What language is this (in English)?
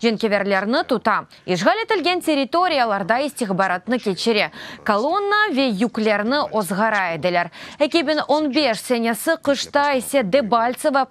Crimean Tatar